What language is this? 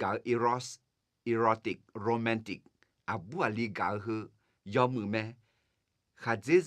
Akha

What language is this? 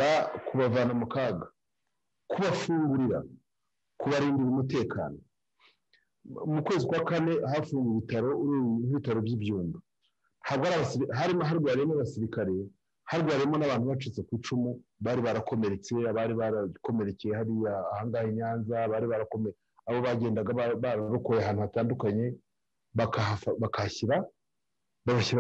Kinyarwanda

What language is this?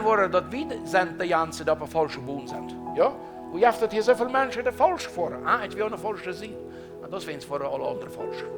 Plautdietsch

